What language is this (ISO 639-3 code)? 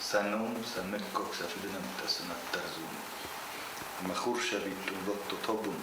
oss